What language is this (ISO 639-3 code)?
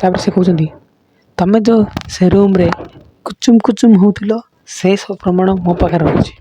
ori